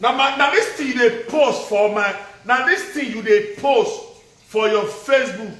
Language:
Nigerian Pidgin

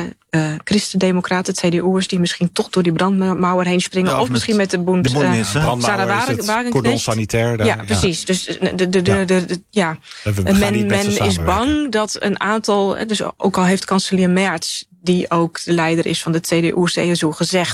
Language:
Dutch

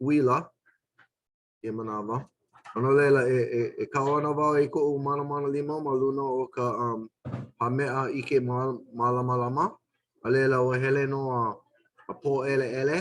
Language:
Hawaiian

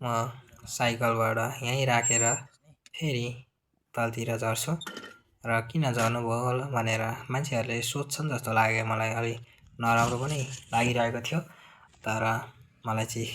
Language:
Nepali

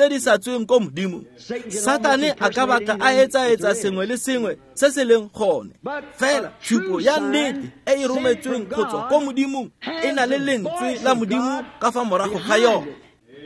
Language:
Tswana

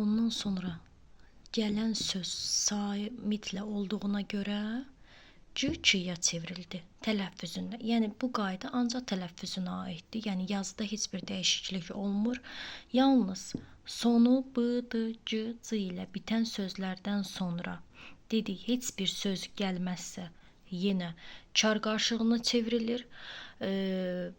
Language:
Azerbaijani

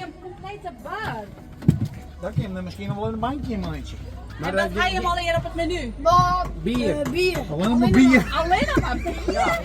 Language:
Western Frisian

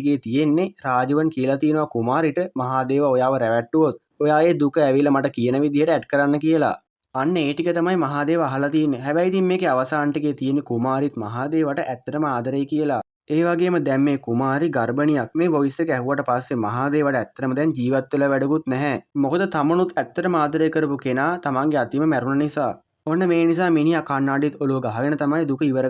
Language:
Sinhala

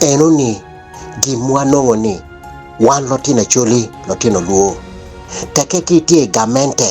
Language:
Acoli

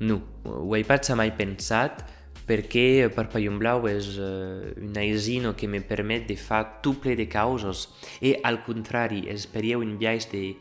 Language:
Occitan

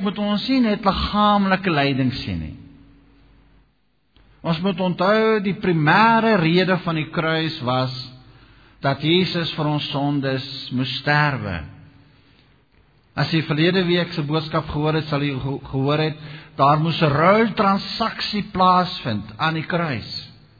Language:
Afrikaans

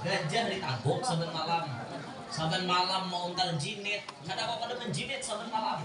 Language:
Banjar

